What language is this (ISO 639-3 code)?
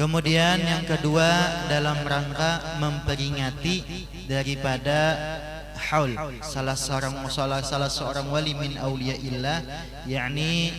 bjn